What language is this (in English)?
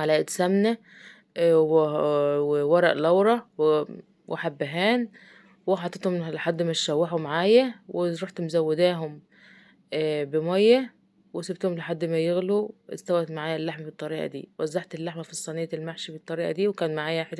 Egyptian Arabic